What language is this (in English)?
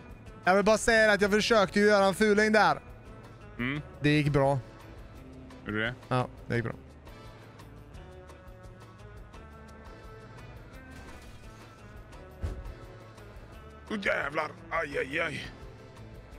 Swedish